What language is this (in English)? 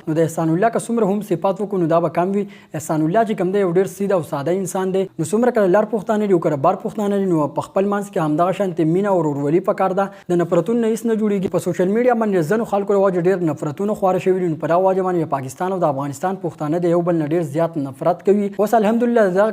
Pashto